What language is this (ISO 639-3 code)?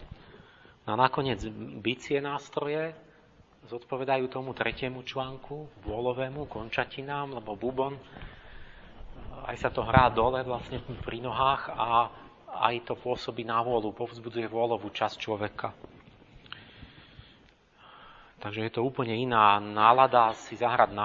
slk